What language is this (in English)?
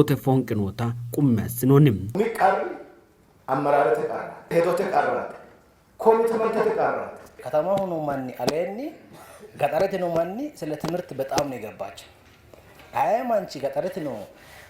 Sidamo